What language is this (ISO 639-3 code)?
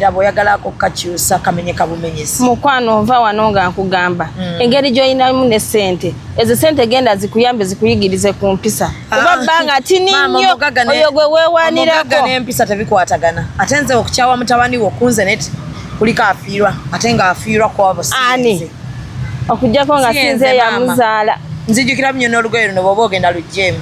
lug